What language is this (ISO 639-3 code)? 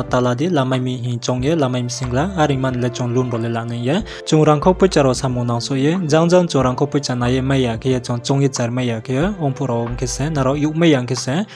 ria